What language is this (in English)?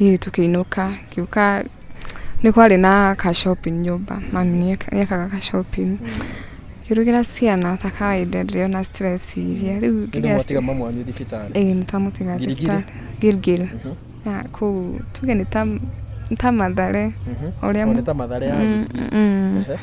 Kikuyu